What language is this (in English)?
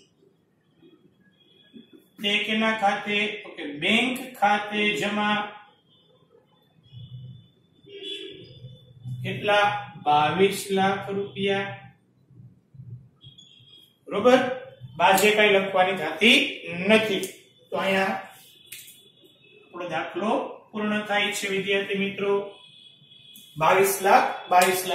Gujarati